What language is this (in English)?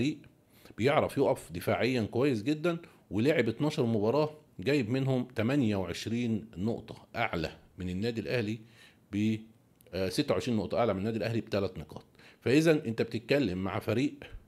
Egyptian Arabic